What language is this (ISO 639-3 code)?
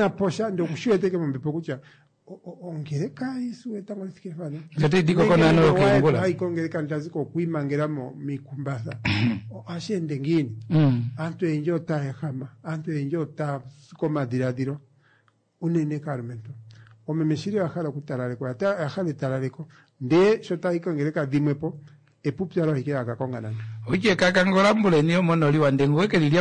kua